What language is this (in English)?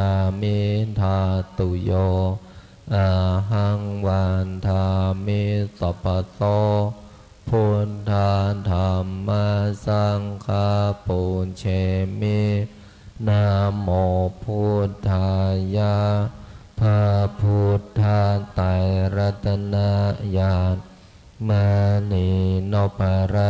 Pali